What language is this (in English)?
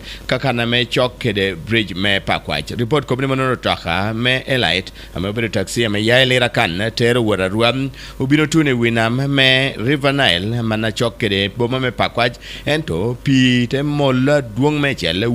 Acoli